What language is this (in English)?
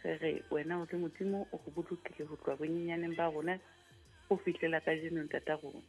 Southern Sotho